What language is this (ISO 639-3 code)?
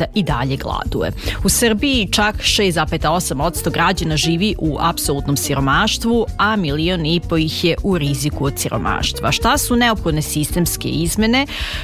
srp